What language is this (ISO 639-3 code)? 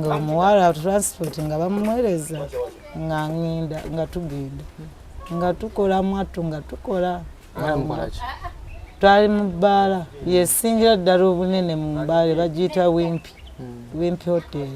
lug